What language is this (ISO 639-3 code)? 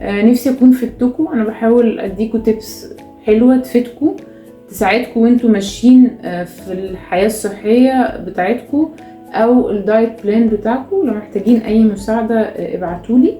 arz